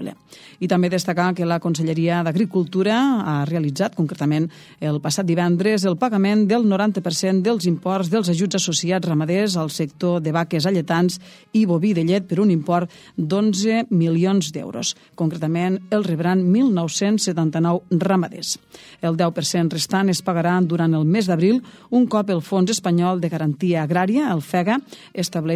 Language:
Catalan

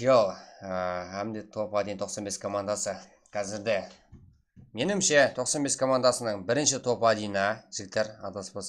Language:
Kara-Kalpak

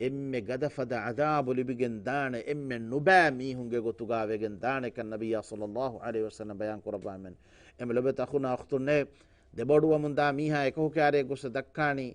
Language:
Divehi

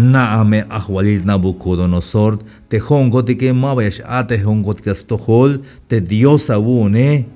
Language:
Tzeltal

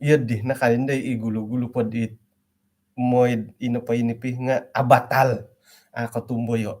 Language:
Central Dusun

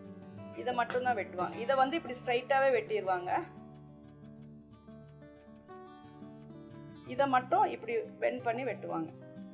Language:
Tamil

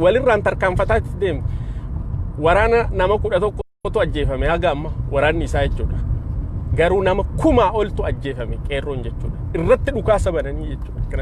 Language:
Oromo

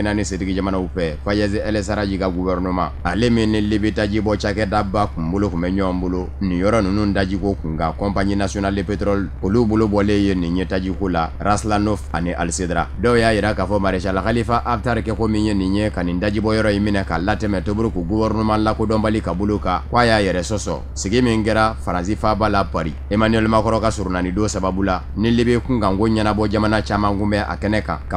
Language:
Bambara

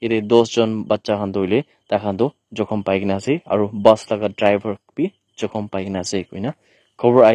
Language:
Naga Pidgin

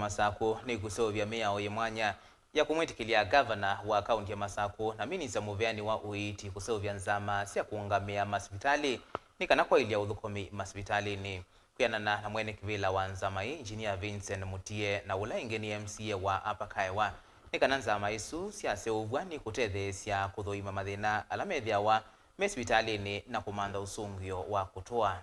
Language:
Kamba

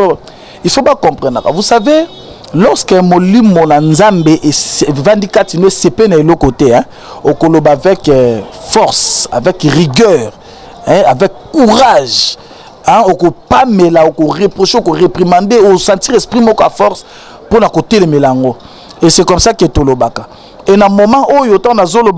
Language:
Lingala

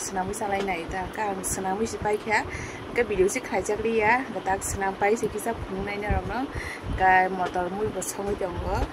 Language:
Kok Borok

